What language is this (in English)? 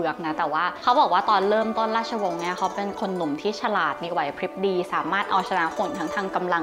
Thai